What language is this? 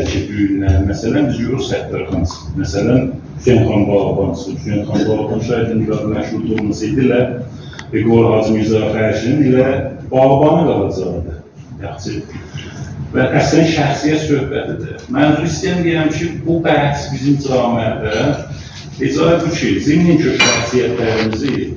Azerbaijani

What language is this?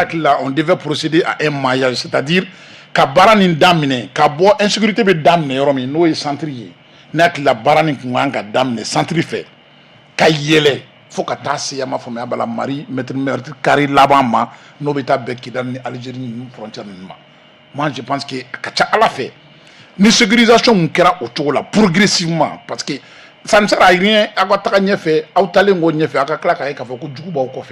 Bambara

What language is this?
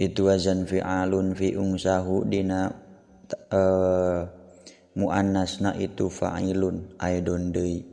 Sundanese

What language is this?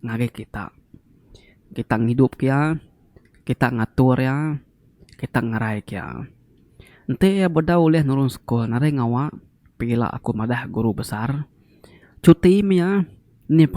Iban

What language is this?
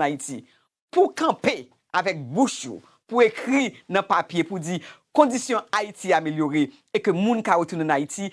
Haitian Creole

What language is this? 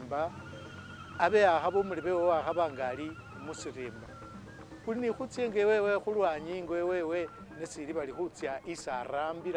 Masaaba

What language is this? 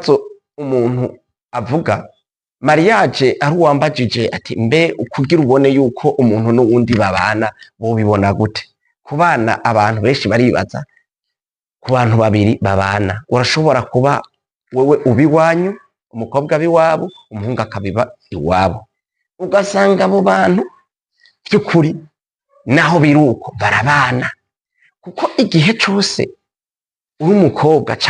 Rundi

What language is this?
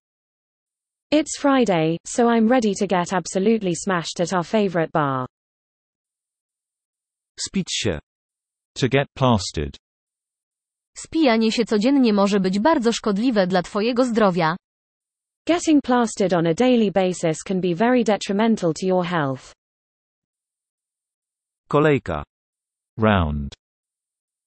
Polish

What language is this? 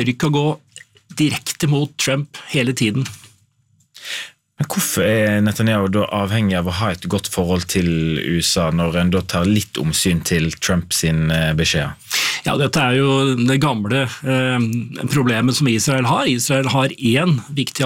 Norwegian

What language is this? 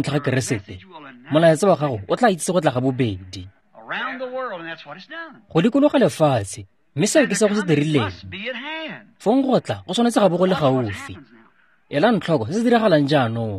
Tswana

